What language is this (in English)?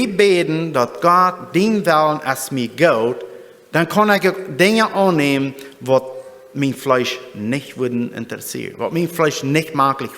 Plautdietsch